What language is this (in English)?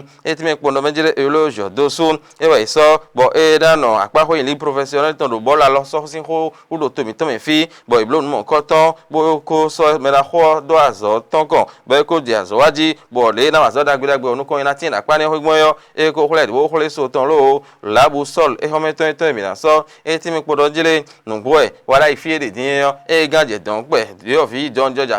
Fon